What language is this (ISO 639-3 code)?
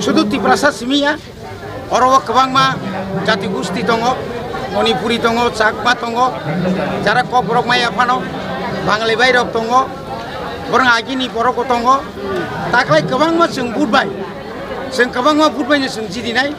trp